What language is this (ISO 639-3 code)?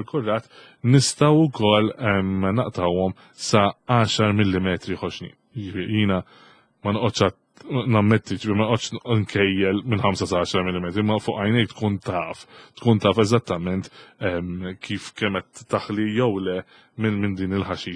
mlt